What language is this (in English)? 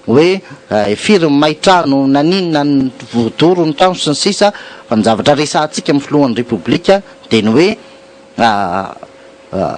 Malagasy